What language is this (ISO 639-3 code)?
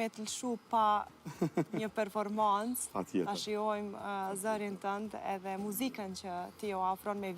sqi